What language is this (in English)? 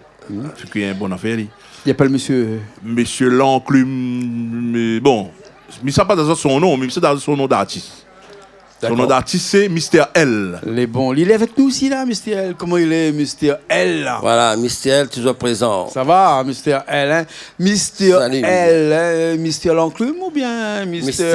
Réunion Creole French